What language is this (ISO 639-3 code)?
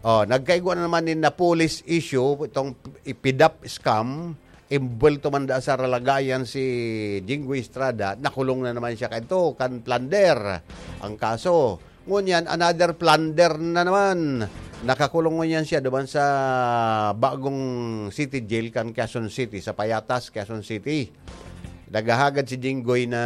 bik